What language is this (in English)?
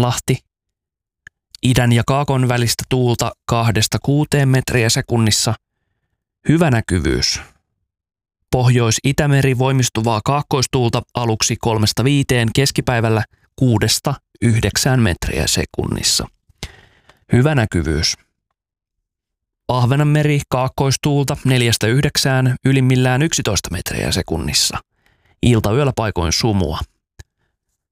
Finnish